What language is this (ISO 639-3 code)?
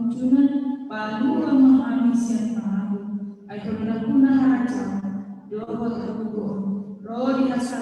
bbc